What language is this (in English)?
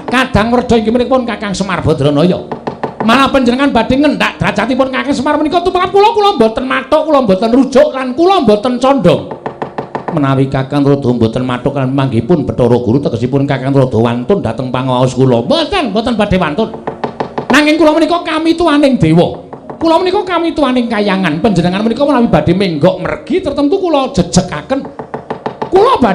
Javanese